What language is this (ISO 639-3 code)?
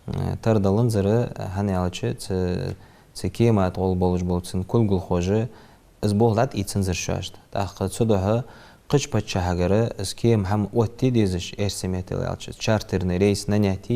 inh